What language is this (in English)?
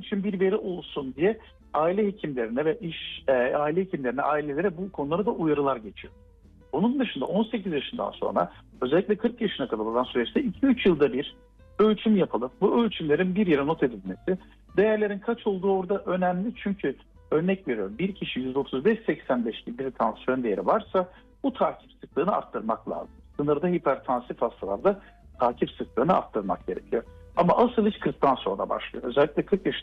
Turkish